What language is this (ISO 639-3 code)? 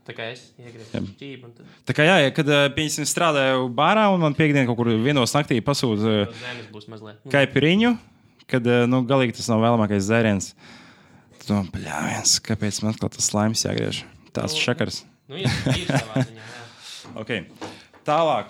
lav